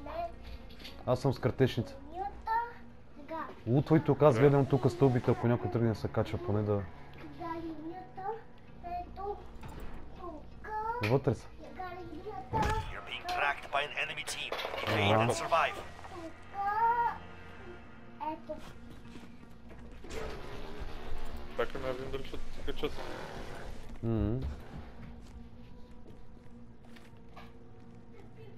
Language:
Bulgarian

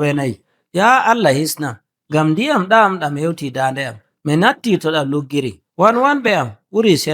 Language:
Nigerian Fulfulde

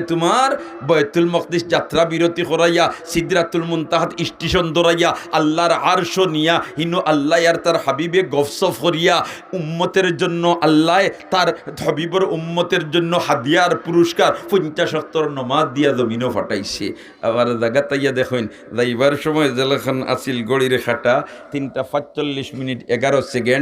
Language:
Sylheti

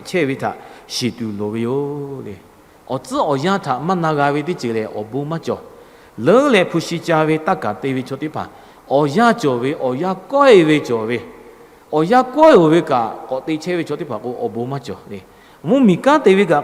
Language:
Lahu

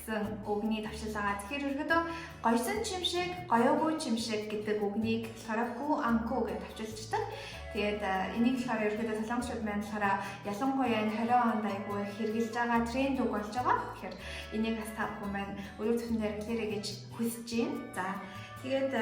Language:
Mongolian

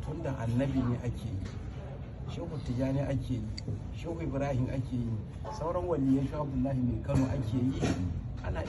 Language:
Hausa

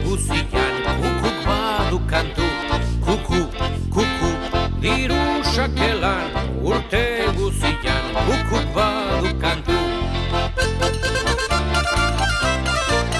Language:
Basque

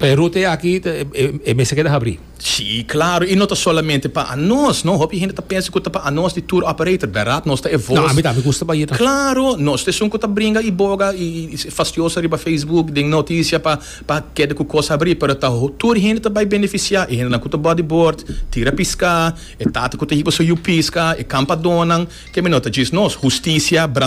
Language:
Papiamento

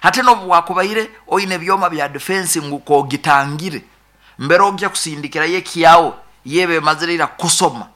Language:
Nyoro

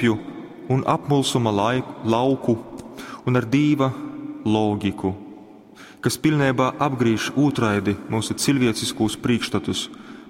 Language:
Latgalian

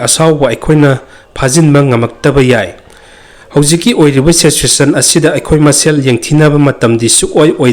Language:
Manipuri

